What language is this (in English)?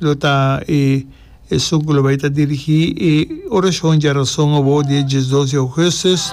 Papiamento